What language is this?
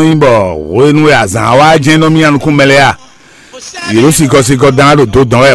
Fon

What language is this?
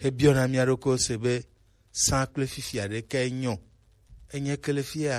Gen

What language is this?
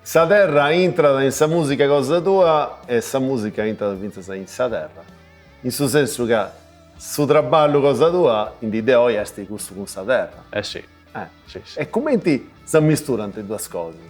Sardinian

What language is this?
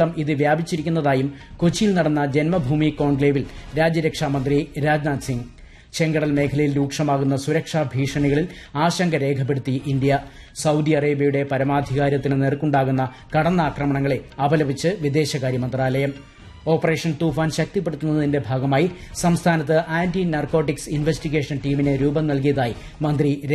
Malayalam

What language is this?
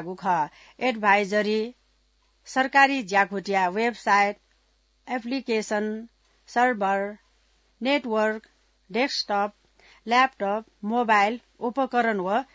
Newari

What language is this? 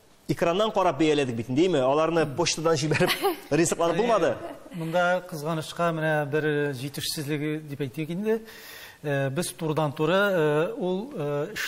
Tatar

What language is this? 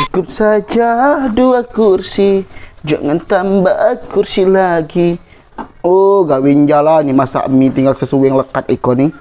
Musi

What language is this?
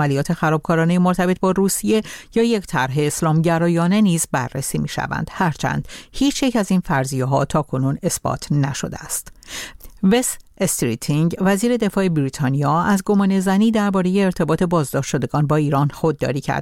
Persian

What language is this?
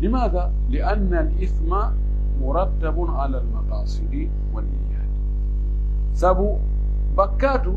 Pular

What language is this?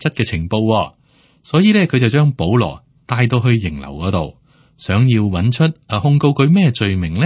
Cantonese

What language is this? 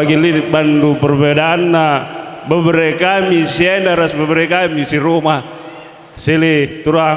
Batak Karo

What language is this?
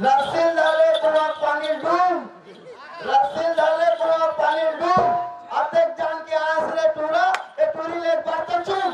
Chhattisgarhi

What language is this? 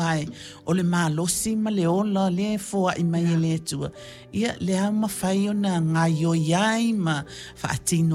Samoan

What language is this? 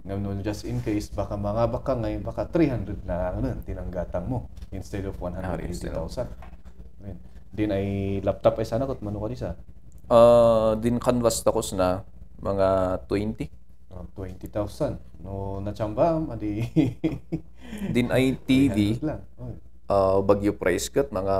Kankanaey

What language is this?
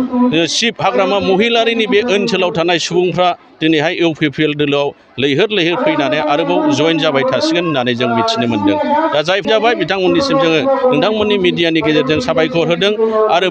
Bodo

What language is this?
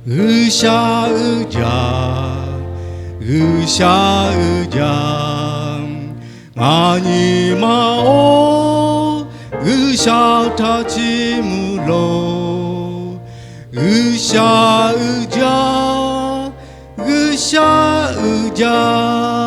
Lahu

